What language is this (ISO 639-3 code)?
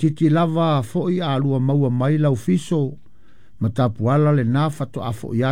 smo